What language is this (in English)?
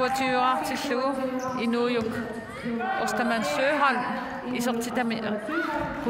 Kalaallisut